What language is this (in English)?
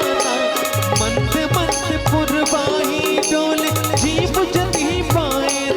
Chhattisgarhi